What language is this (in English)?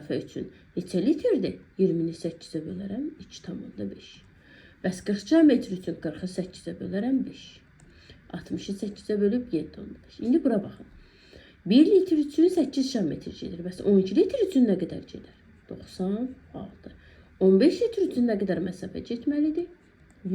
Azerbaijani